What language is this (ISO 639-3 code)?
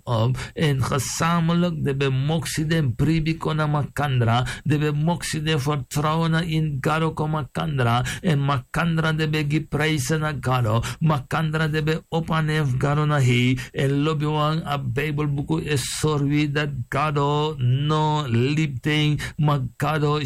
srn